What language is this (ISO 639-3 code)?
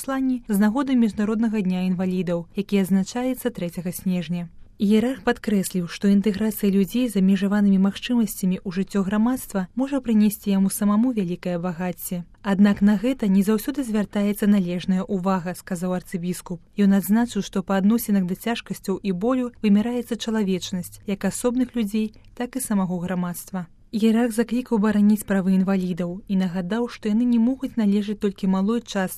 bel